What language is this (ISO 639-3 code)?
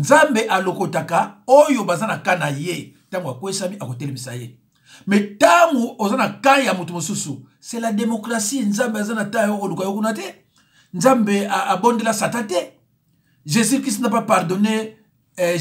lin